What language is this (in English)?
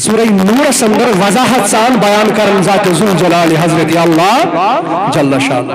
Kashmiri